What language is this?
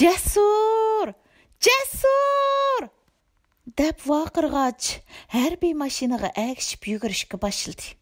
Uyghur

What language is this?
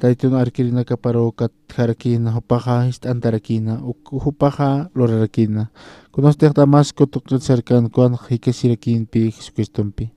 Aymara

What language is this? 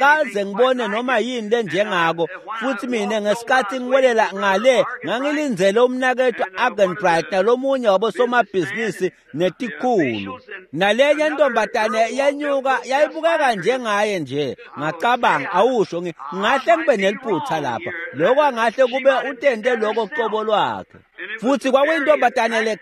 Swati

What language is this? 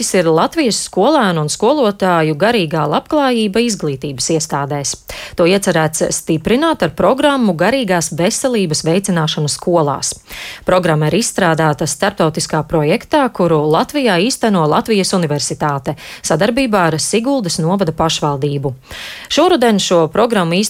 Latvian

